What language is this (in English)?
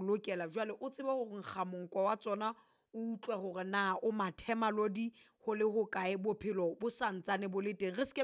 Southern Sotho